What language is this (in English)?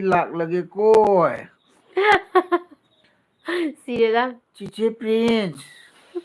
Manipuri